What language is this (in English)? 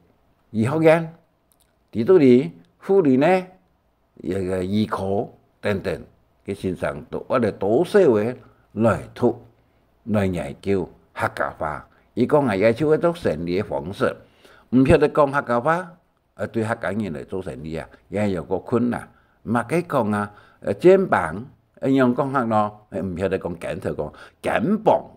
Hakka Chinese